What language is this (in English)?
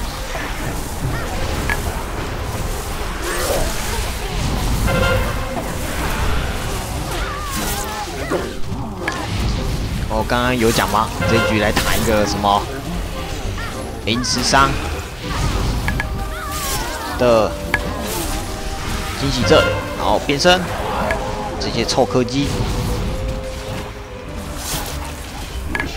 Chinese